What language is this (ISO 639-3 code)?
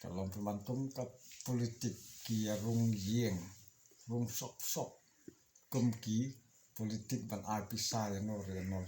kha